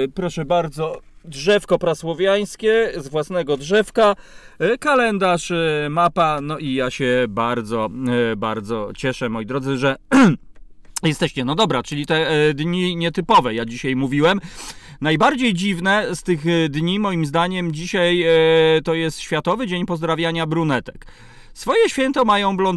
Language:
Polish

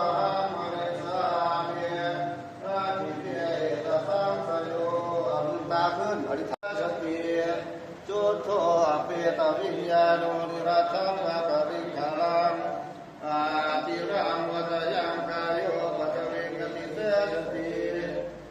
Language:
Pali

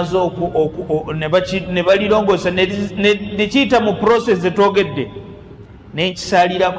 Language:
Ganda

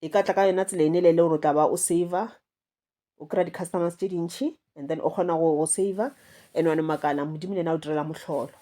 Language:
Northern Sotho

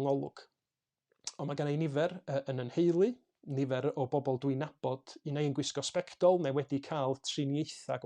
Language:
Welsh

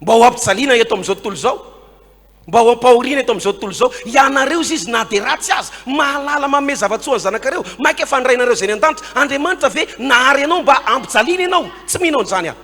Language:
Malagasy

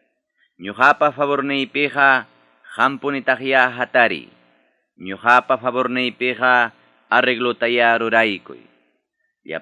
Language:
Ayacucho Quechua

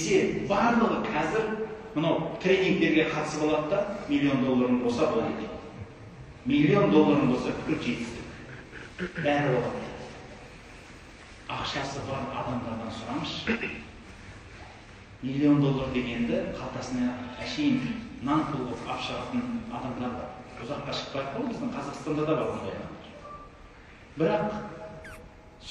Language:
Kazakh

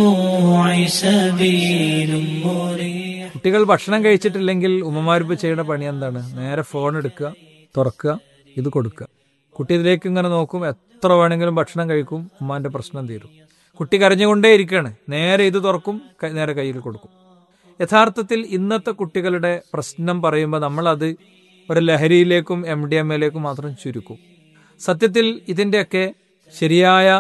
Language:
Malayalam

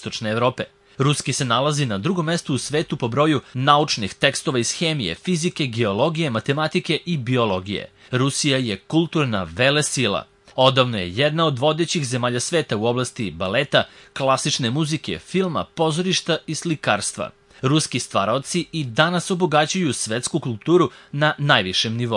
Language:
Serbian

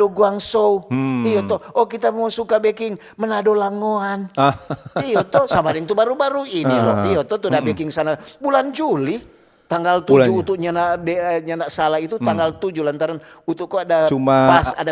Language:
Manado Malay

